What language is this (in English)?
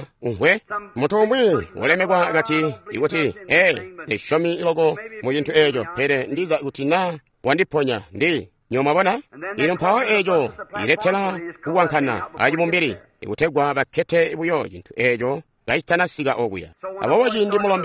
Tonga (Zambia)